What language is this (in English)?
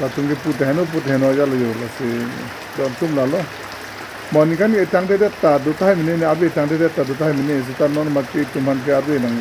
Karbi